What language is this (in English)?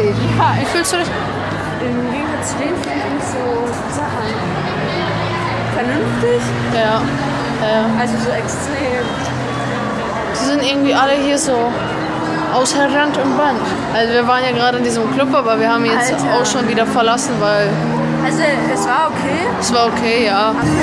German